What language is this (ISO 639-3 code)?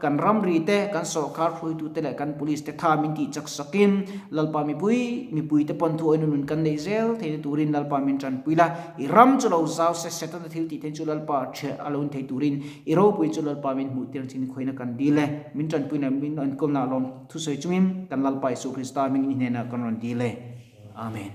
lus